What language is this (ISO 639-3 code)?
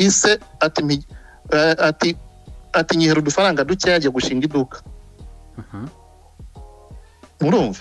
kin